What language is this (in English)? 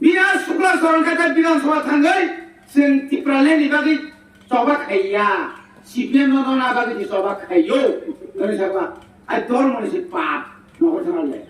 Kok Borok